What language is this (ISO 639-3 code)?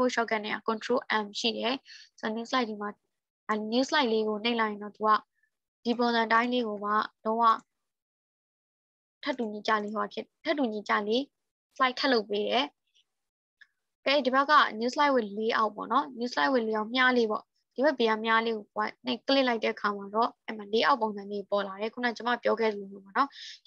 mya